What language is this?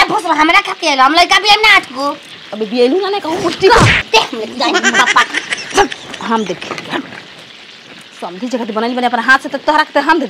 Bhojpuri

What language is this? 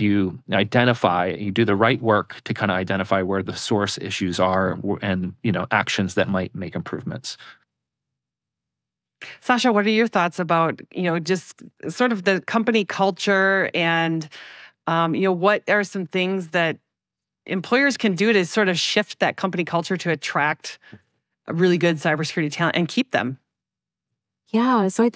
English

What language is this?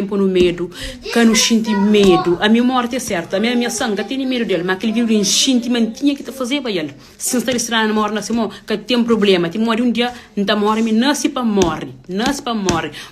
Kabuverdianu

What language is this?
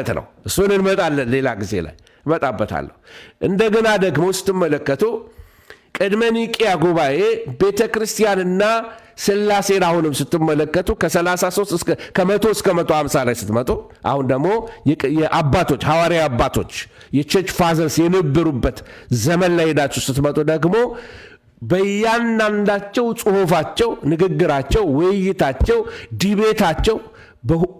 Amharic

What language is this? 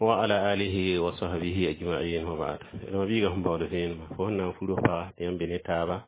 Mossi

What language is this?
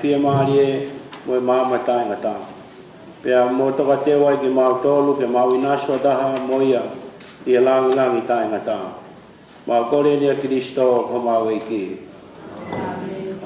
Tongan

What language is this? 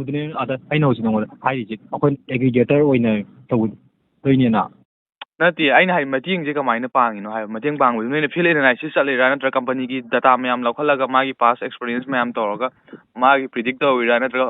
Manipuri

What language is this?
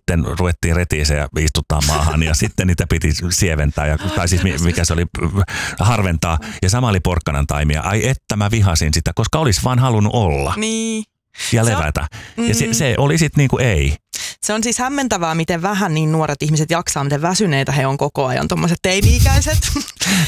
Finnish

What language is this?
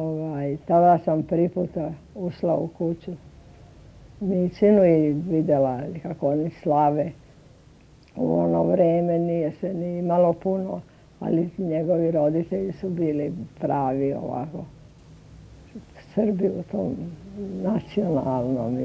Serbian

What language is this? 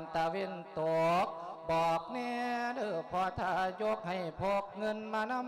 Lao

